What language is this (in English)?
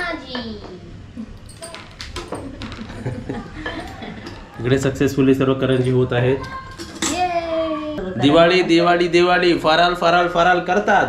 Marathi